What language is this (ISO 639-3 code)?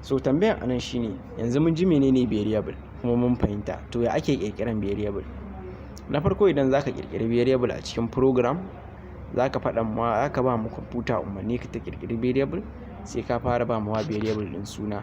hau